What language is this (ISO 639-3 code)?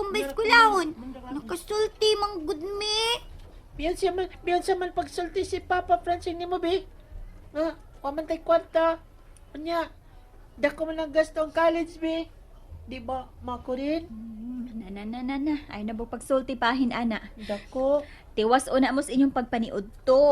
ceb